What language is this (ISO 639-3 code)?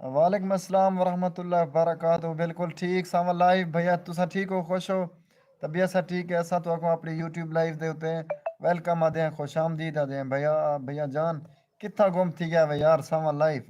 skr